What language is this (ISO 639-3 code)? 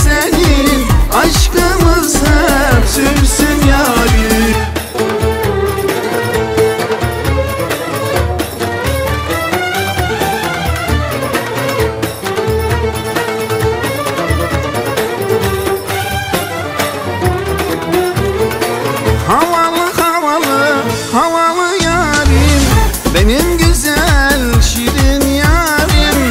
tur